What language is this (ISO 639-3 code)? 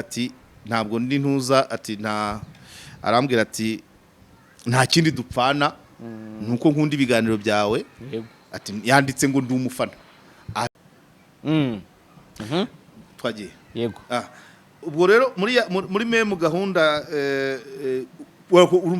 kin